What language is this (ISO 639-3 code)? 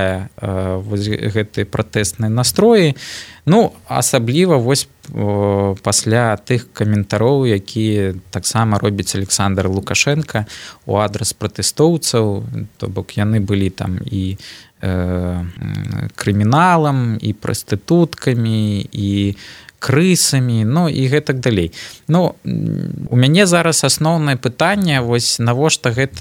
bel